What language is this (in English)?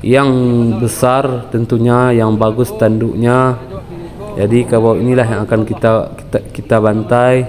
Minangkabau